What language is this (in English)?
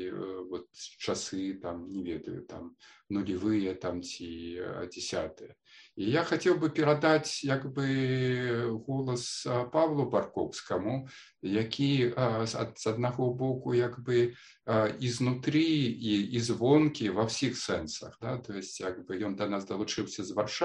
Belarusian